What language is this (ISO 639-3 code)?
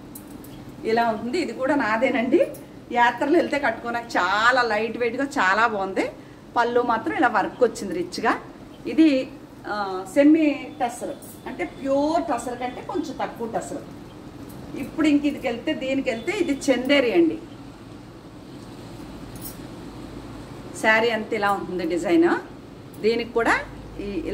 tel